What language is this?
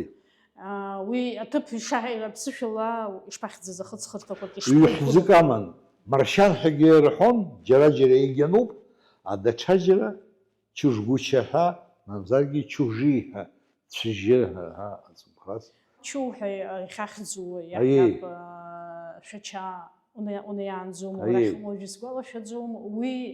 Abkhazian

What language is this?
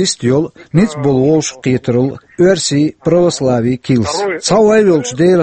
Chechen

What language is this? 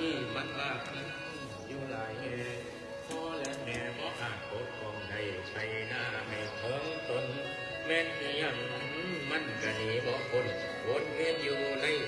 Northeastern Thai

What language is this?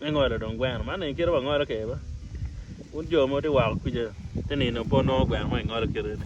Acoli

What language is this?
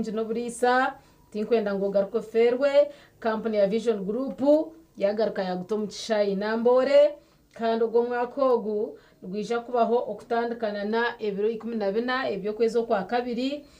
Nyankole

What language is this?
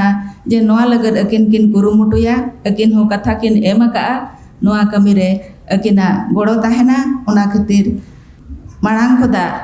Santali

